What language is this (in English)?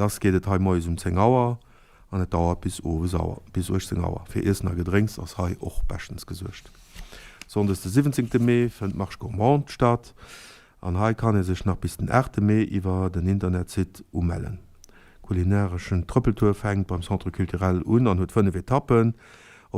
Luxembourgish